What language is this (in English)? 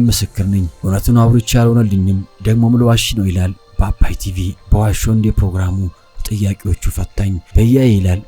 Amharic